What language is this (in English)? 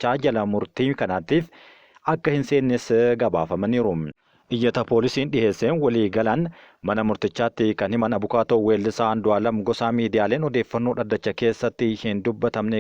Oromo